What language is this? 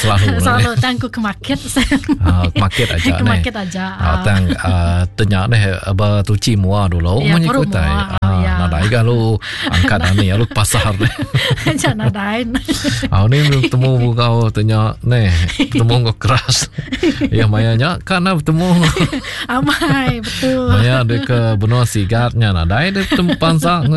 Iban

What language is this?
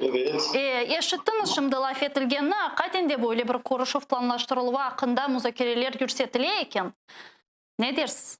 Crimean Tatar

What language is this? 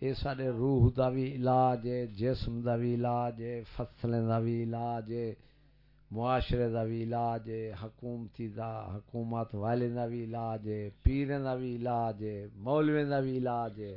Saraiki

